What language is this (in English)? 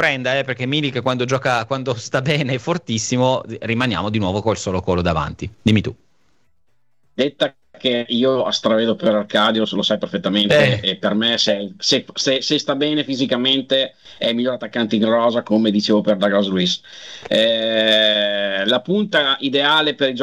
Italian